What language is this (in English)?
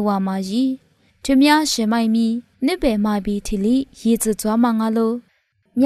Lisu